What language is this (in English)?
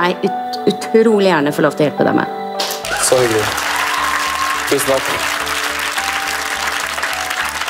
Norwegian